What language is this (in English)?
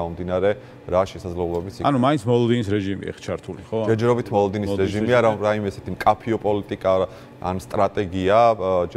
Georgian